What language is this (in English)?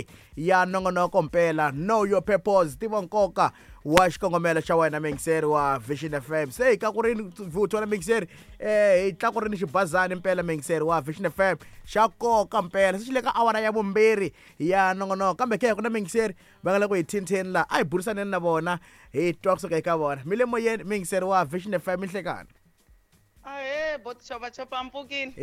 Tsonga